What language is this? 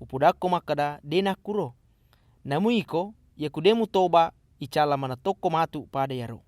Buginese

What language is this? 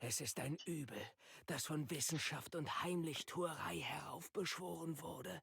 Bavarian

